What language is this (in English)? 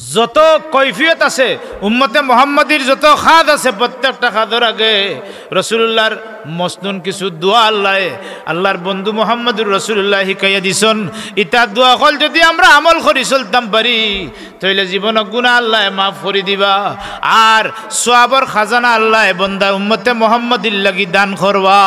Sylheti